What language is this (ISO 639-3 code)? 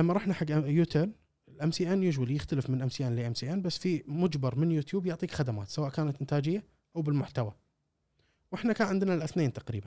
afb